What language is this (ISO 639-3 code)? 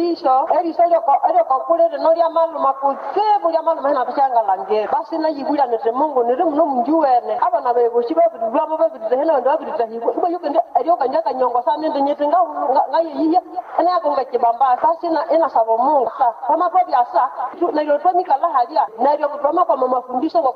nnb